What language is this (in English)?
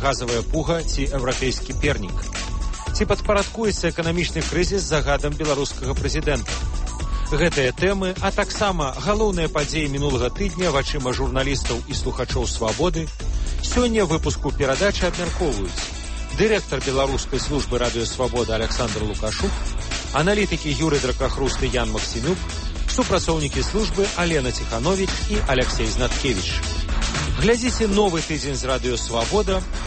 Belarusian